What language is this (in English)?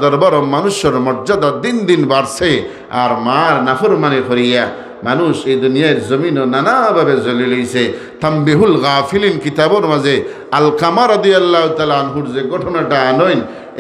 Sylheti